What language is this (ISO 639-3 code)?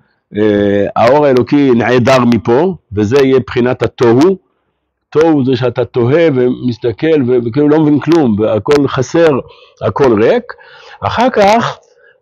heb